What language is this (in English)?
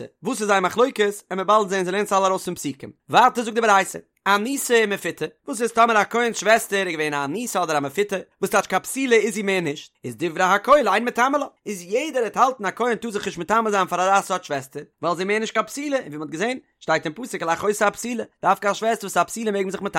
Yiddish